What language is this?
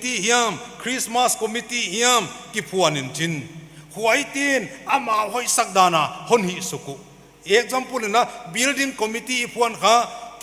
Paite Chin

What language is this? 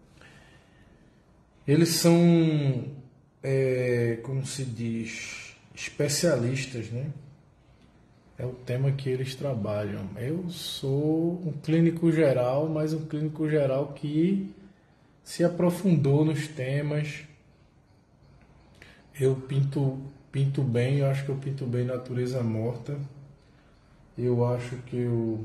Portuguese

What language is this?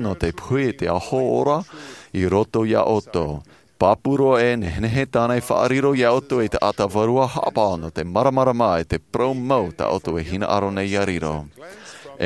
Tahitian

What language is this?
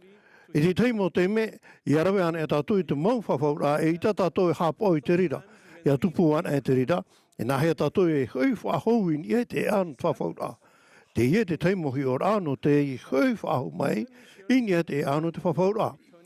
Tahitian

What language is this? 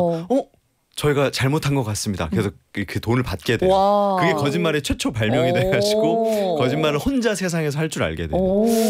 Korean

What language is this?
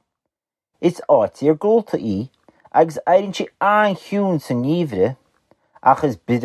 Irish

